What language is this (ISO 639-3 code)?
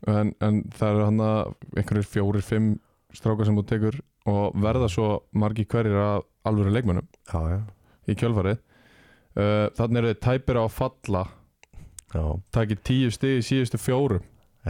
isl